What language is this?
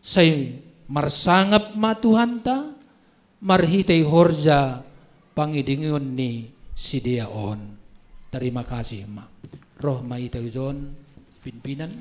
Batak Simalungun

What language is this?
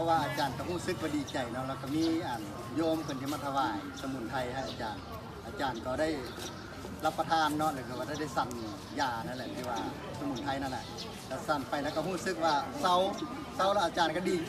Lao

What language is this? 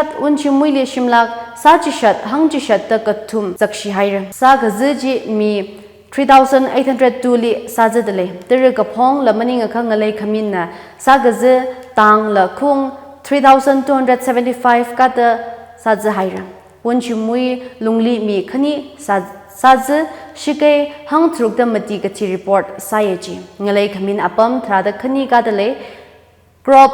Tangkhul Naga (India)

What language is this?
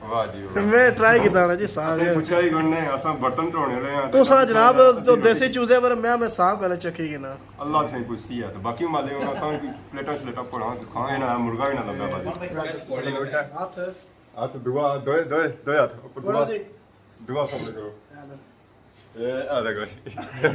Pahari-Potwari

